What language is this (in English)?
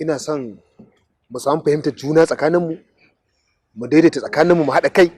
Hausa